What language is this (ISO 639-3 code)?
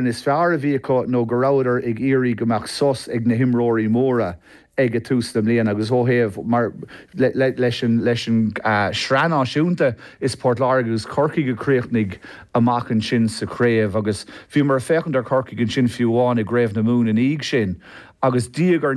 gle